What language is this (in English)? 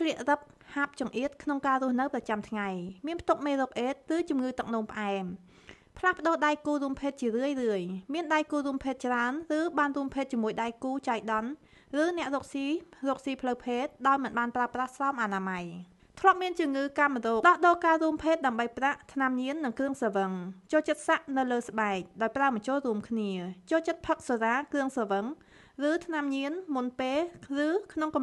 Khmer